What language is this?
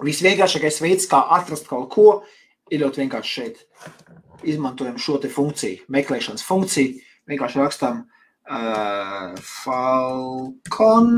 Latvian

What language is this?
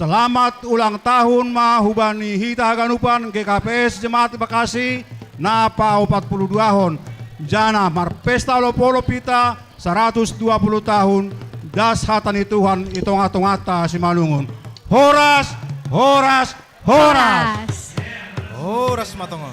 Batak Simalungun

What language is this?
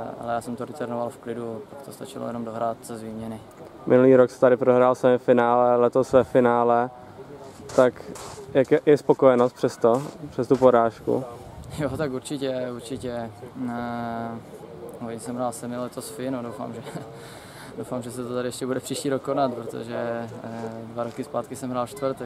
Czech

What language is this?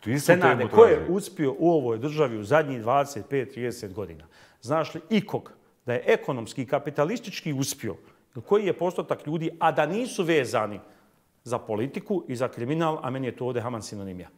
Bosnian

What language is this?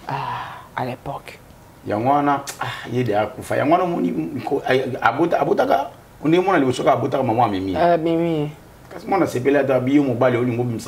Lingala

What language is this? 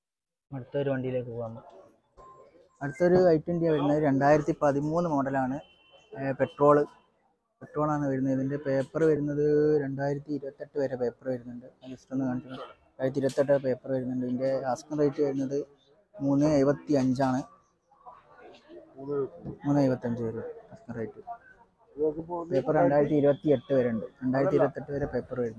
Malayalam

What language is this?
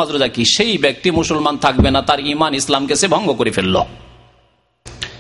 Bangla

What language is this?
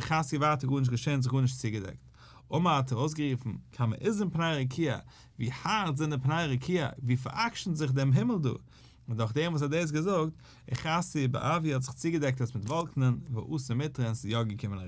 Yiddish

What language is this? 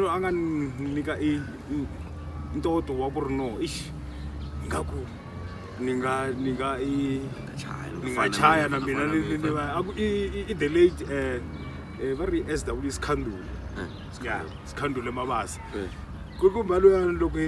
Tsonga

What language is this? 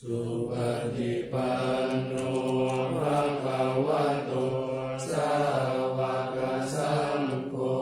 Pali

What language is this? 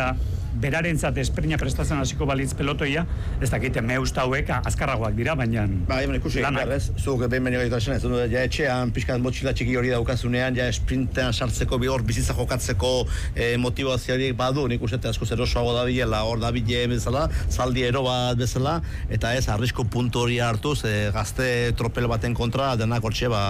Basque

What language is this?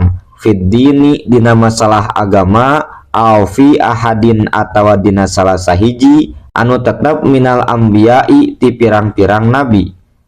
Sundanese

